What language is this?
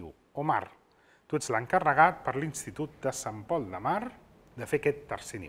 Catalan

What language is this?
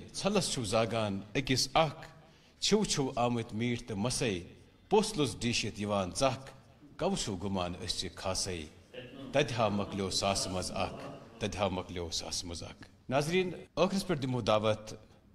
Kashmiri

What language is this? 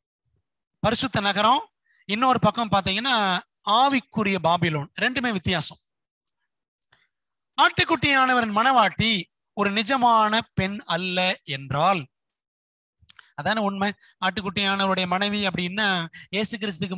Tamil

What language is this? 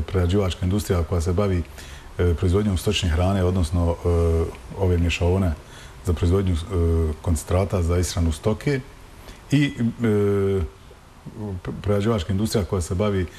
Bosnian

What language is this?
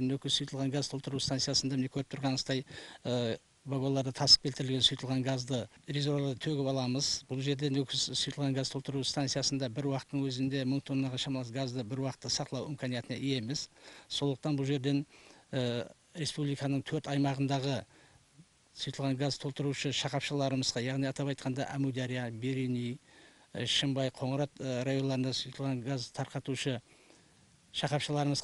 Kara-Kalpak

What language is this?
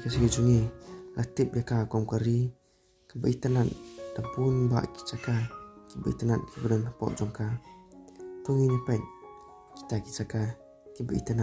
Khasi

